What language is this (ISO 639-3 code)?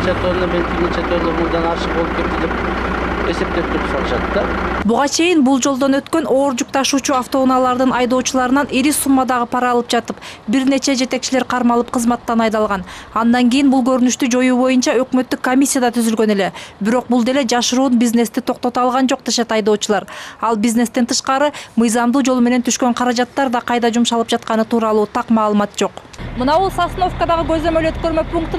kir